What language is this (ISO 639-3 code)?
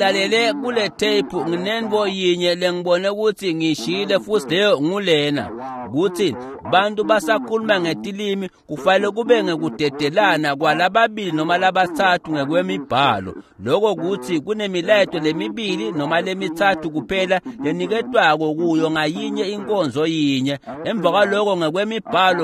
ssw